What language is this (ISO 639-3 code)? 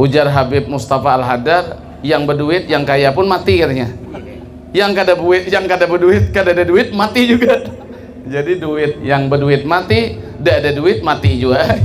bjn